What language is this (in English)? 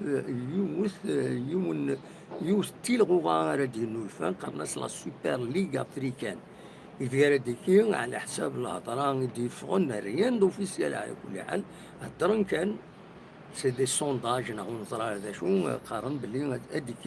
Kabyle